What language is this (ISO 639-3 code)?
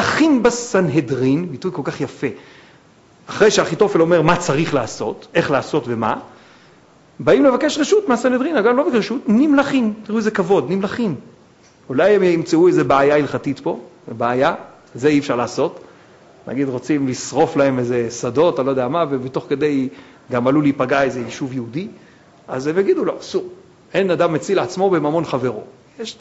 heb